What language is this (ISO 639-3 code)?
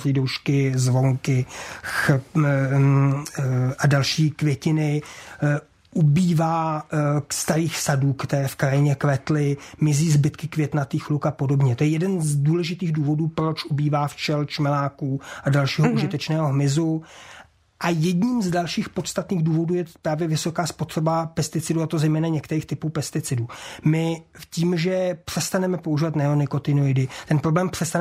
ces